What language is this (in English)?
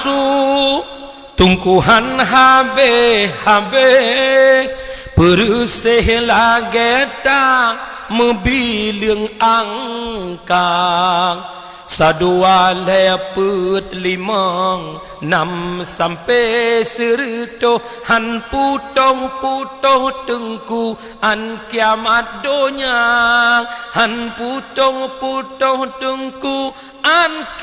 Achinese